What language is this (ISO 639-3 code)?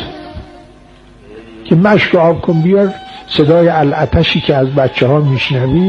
fas